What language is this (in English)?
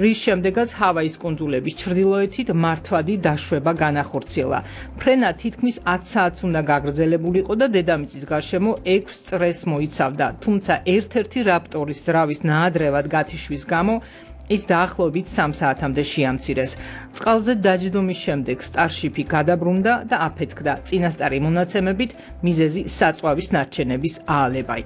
Georgian